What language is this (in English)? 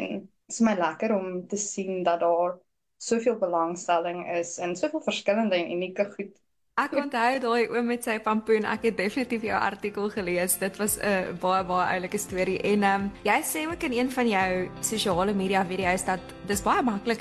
Afrikaans